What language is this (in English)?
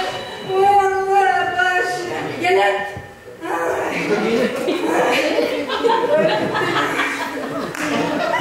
Turkish